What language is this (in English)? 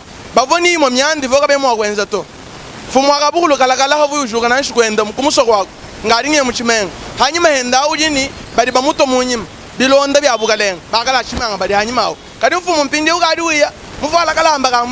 Luba-Lulua